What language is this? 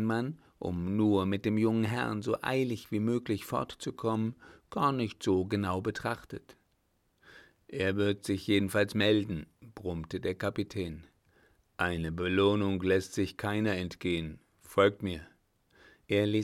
German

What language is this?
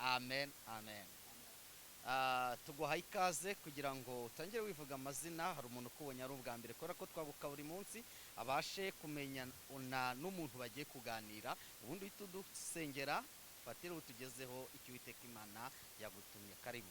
Kinyarwanda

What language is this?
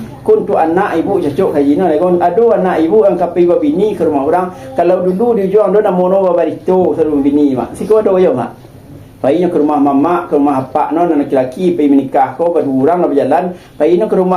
Minangkabau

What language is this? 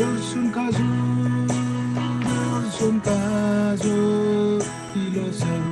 Marshallese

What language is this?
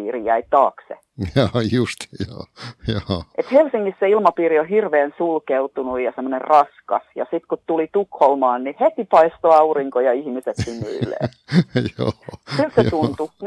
Finnish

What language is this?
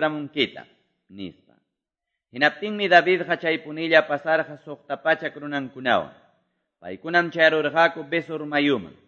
Quechua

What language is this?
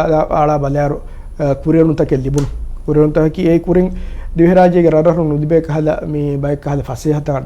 Divehi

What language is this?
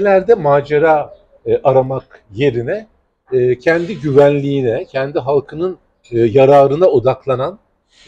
Turkish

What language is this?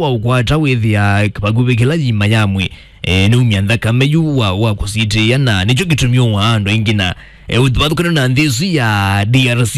Kamba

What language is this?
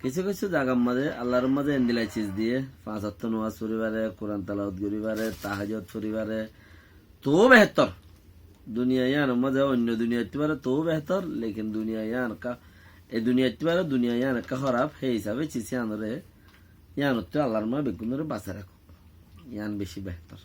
Rohingya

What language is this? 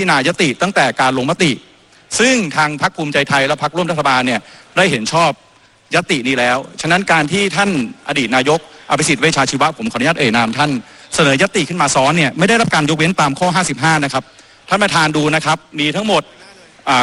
Thai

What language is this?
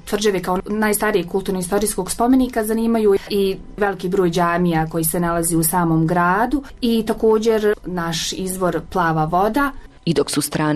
Bosnian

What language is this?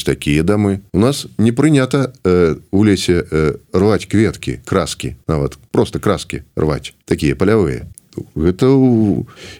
Belarusian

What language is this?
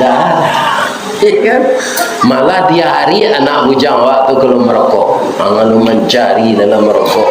Minangkabau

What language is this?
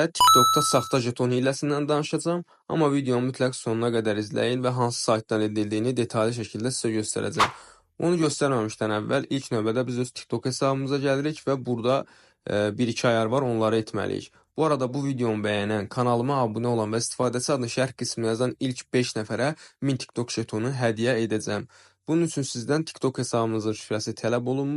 Azerbaijani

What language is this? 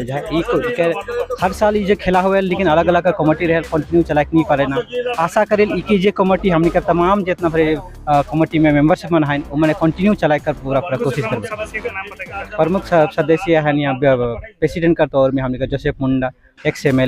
Sadri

